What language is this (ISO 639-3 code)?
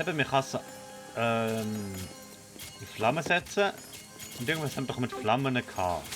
gsw